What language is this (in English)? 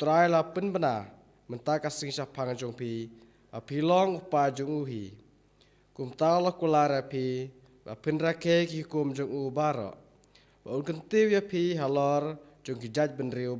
Khasi